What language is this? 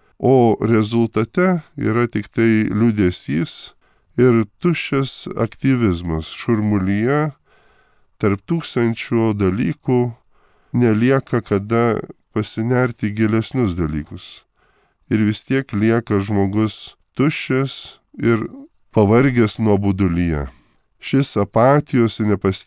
Lithuanian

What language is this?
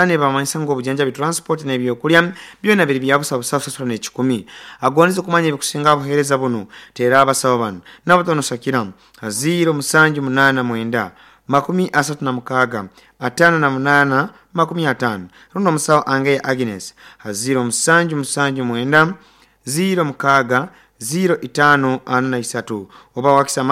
Nyoro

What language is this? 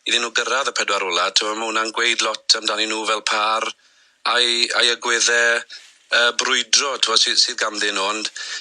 Welsh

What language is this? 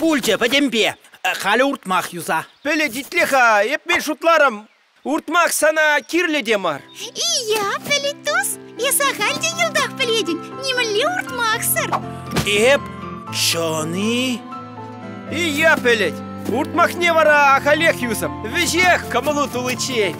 Chuvash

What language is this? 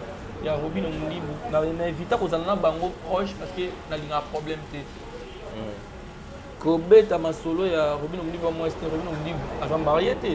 Lingala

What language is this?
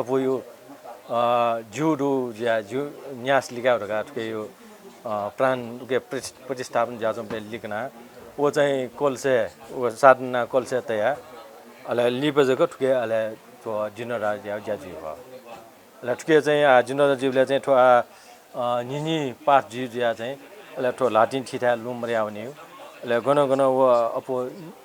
Newari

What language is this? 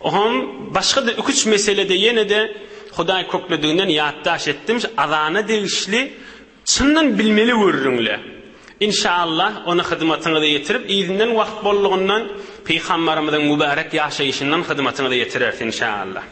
Turkmen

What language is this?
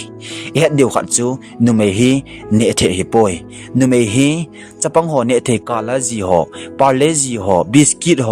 Thado Chin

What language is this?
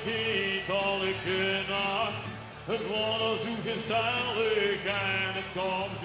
Limburgish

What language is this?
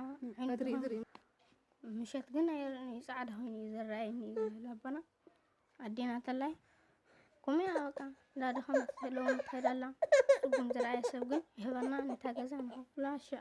Tigrinya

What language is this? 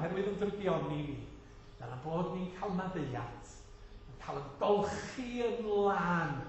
Welsh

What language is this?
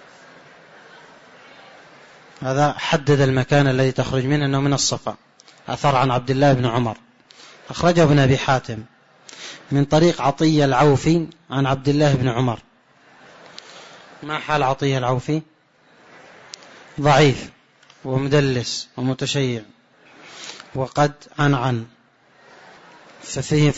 Arabic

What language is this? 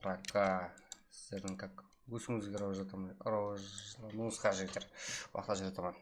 Kara-Kalpak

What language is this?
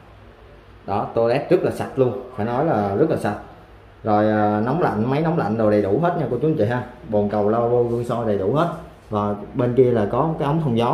Vietnamese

